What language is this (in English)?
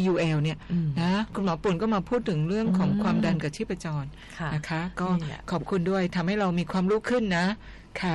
Thai